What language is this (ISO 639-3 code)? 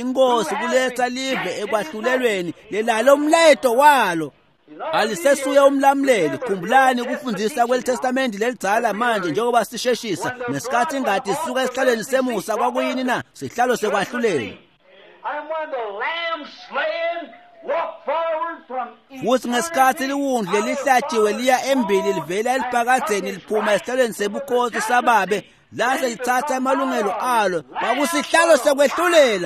ssw